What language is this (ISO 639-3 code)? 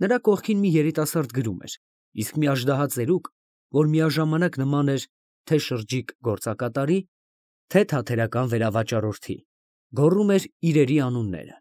hye